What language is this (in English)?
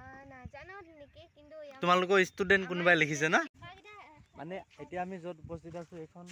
Assamese